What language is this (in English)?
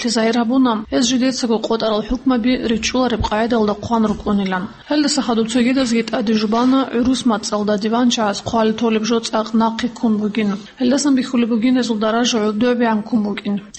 Avaric